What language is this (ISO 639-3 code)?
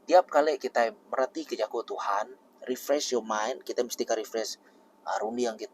iba